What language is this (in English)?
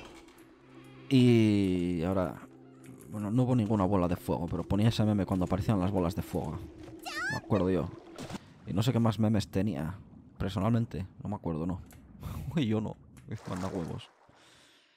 Spanish